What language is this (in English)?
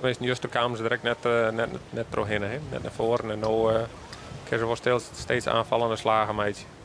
Western Frisian